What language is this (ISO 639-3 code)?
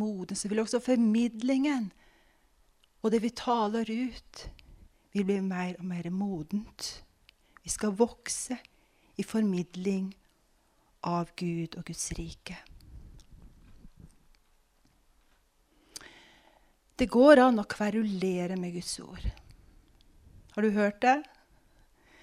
nor